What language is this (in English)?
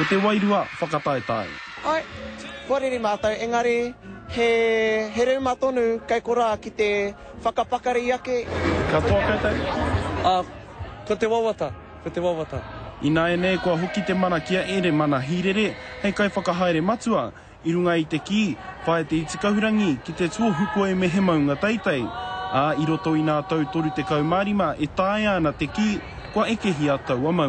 Māori